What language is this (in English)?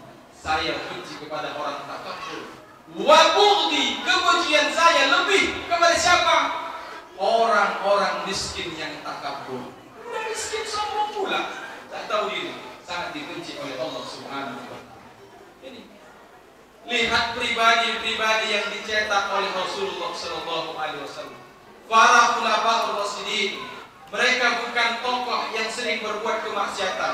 Indonesian